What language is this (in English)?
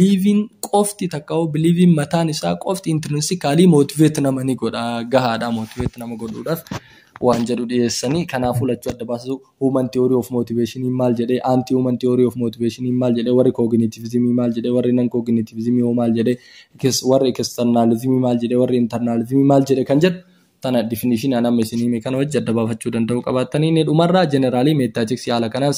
Oromo